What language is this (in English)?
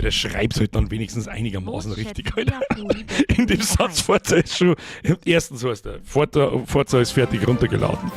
Bavarian